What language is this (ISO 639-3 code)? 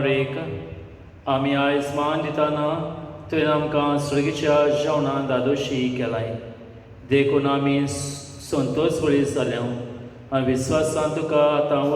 kok